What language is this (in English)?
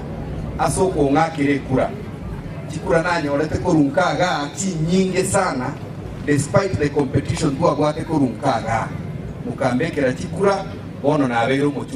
Gusii